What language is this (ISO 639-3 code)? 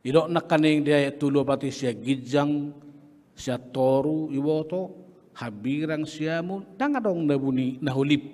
bbc